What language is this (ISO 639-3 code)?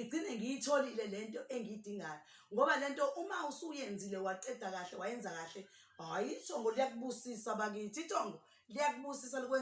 zul